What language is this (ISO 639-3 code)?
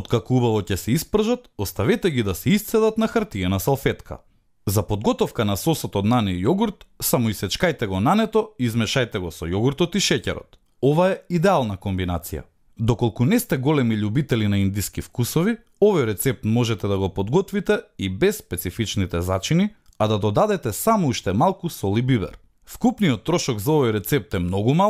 mkd